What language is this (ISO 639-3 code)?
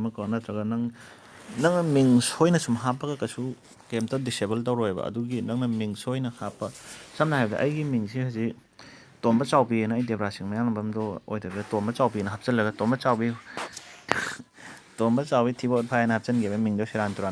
mni